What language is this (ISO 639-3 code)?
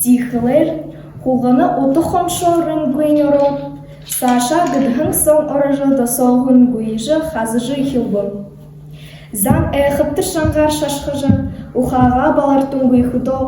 bua